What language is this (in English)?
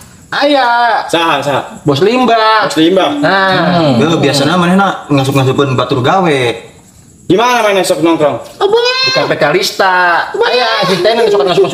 Betawi